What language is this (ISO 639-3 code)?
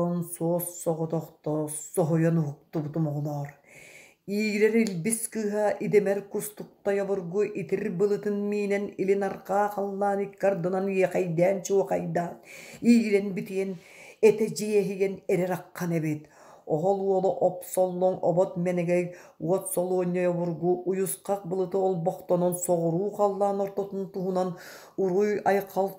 sah